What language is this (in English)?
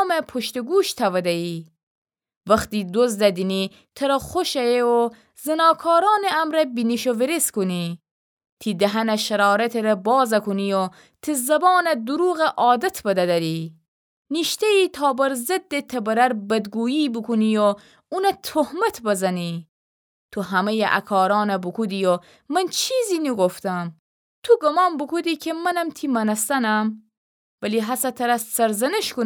Gilaki